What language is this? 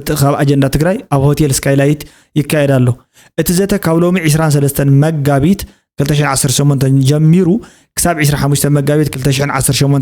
Tigrinya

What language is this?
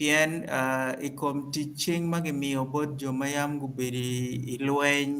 Acoli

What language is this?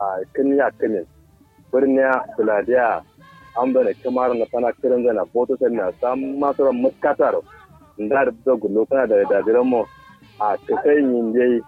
Kanuri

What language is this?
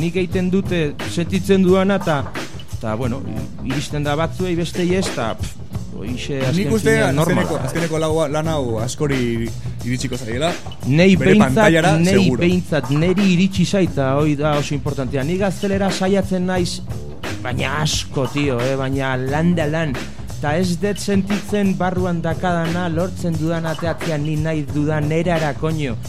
Basque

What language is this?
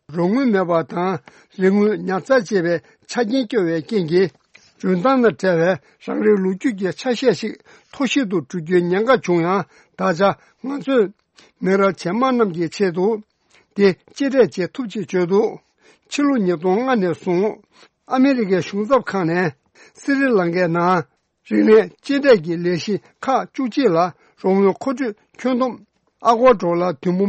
Tibetan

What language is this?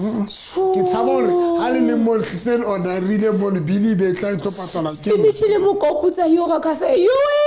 Southern Sotho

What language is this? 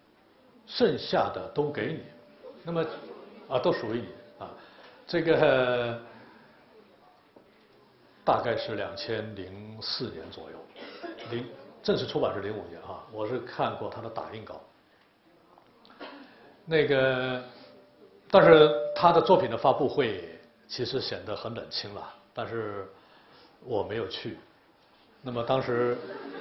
Chinese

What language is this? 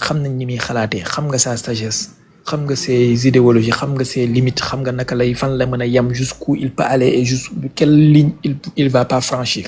Wolof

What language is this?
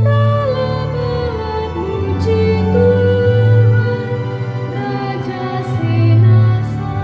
Batak Karo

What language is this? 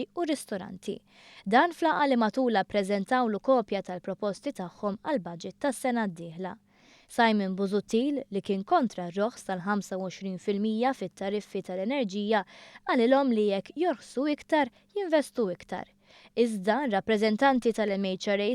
Maltese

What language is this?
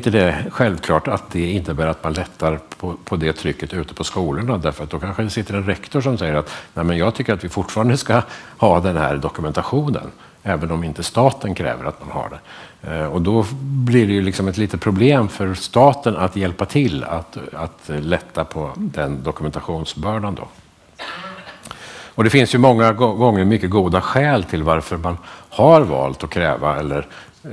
Swedish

